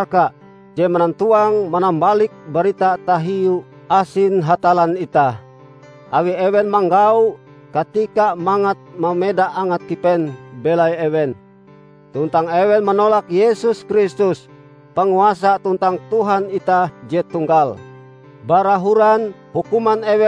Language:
Ngaju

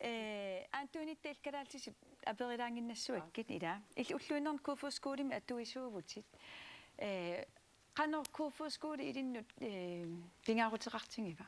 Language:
Kalaallisut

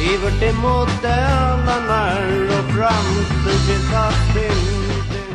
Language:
Faroese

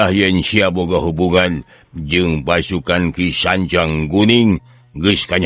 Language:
Sundanese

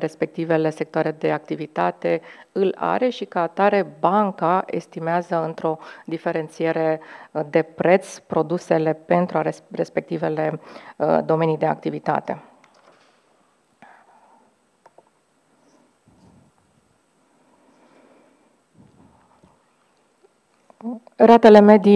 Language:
Romanian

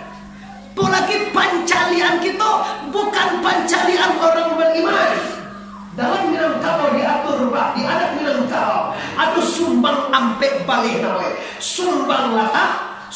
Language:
Minangkabau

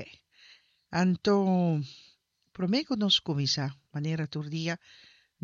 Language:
Papiamento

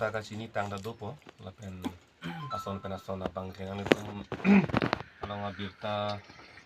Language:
Karbi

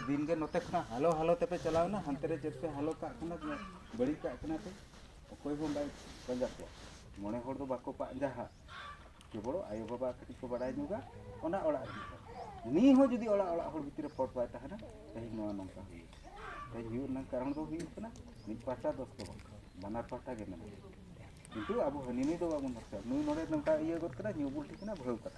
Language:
Santali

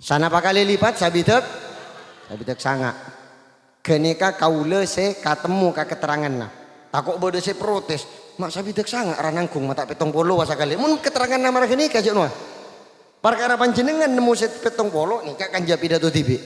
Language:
Madurese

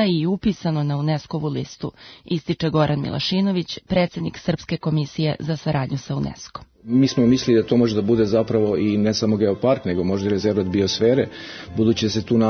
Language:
Serbian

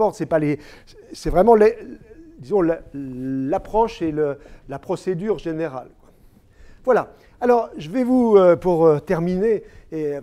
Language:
French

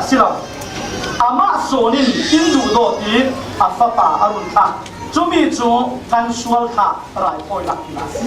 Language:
Falam Chin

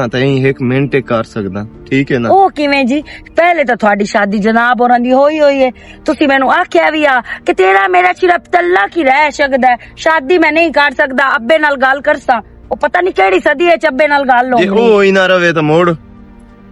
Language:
Western Panjabi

